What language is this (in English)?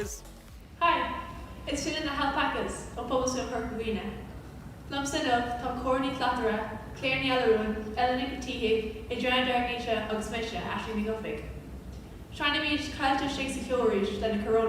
Irish